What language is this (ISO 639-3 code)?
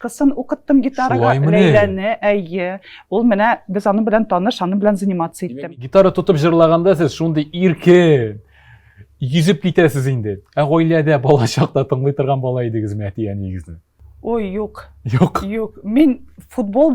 tat